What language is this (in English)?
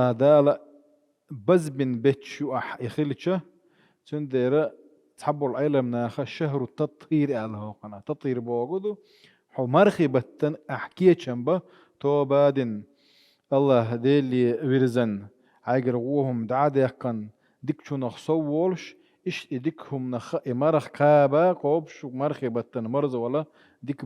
Chechen